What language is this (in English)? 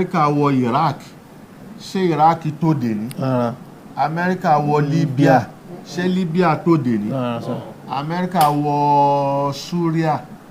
Yoruba